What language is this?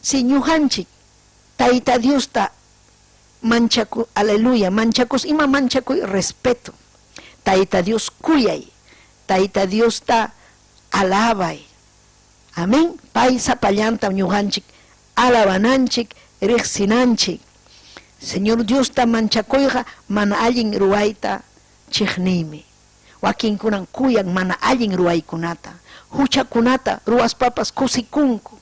Ayacucho Quechua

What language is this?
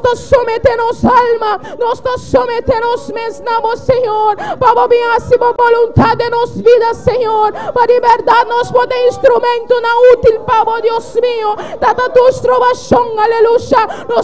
Papiamento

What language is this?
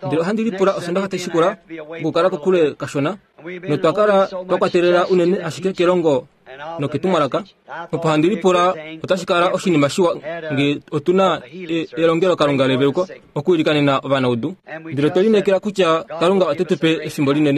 Kuanyama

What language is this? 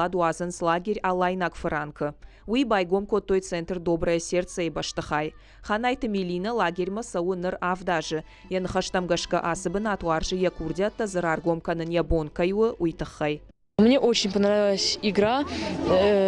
Ossetic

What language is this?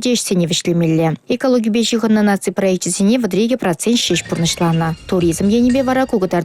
Chuvash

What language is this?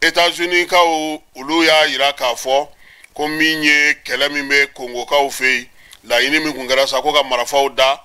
Bambara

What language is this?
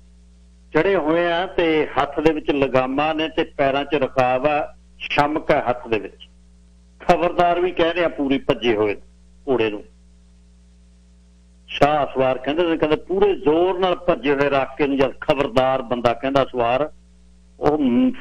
Punjabi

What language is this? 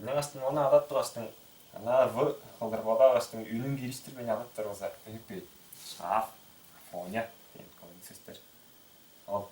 Tuvinian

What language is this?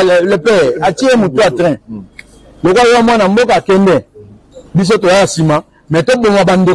Lingala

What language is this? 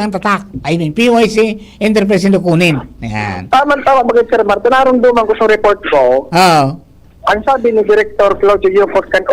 Bikol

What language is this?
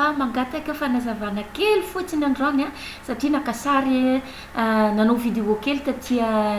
Malagasy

